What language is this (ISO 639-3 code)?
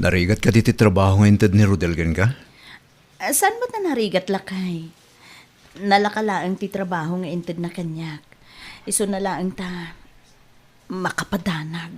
ilo